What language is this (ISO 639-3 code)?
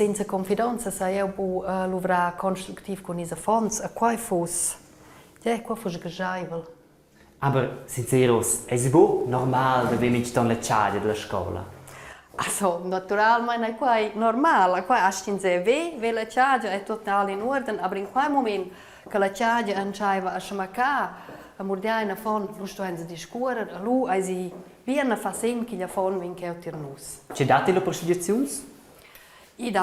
roh